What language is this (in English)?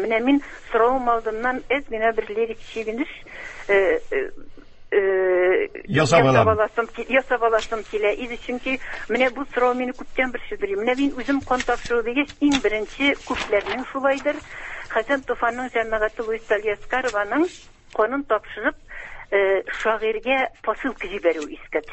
Tatar